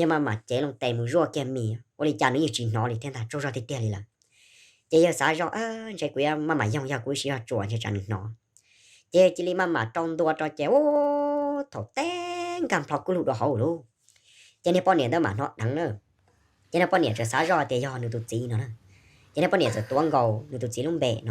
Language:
Hmong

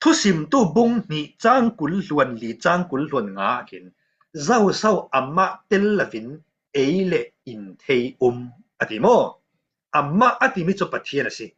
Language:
Falam Chin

